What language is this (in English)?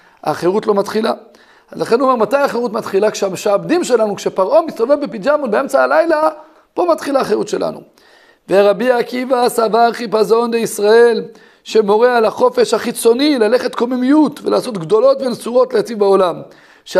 Hebrew